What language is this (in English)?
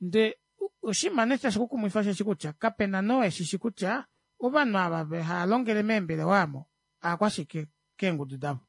Kuanyama